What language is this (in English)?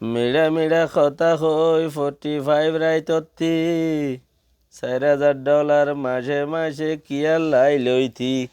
Rohingya